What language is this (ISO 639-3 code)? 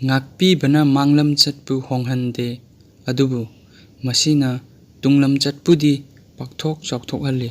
mni